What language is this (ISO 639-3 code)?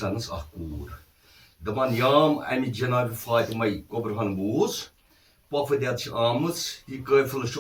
kas